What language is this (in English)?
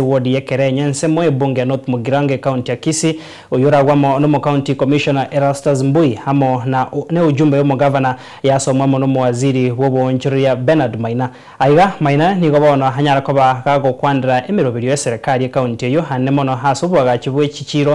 Gusii